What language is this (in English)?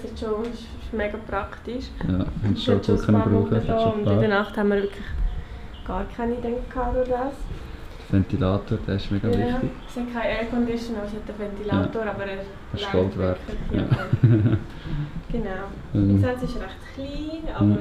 Swiss German